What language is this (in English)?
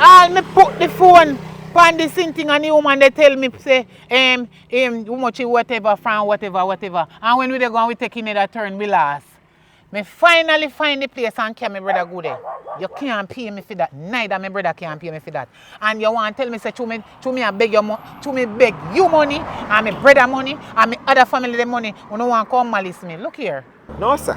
Jamaican Creole English